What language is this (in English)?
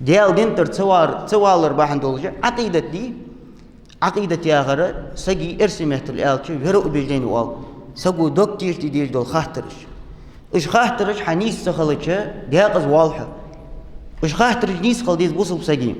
Ingush